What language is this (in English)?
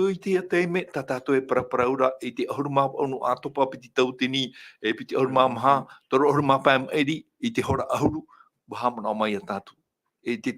Tahitian